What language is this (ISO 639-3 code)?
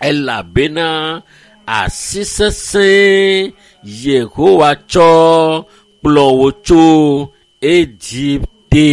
ewe